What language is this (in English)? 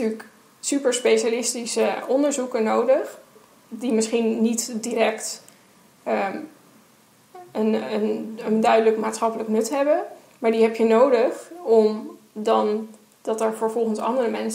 Dutch